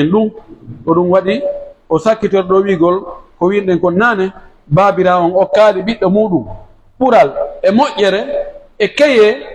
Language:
Pular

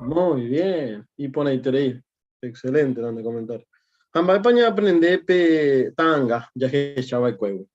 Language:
Guarani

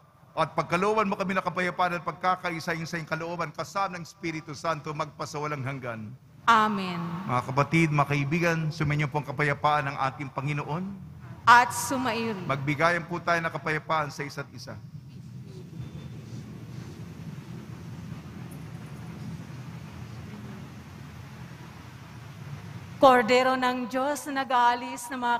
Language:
Filipino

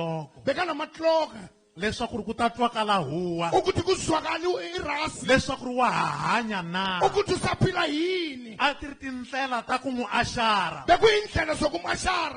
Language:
Tsonga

